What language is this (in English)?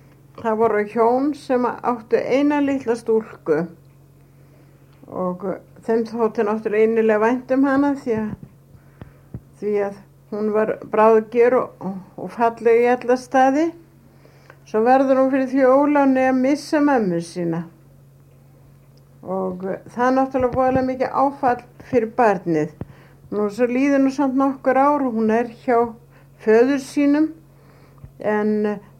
Icelandic